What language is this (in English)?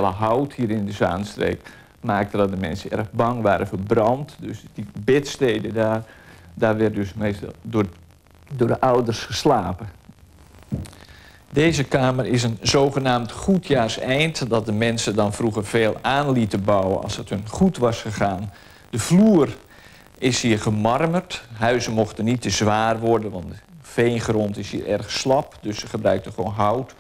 Dutch